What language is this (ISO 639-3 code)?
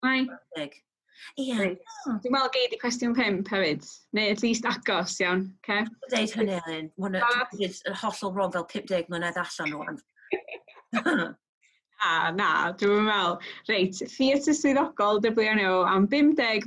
cym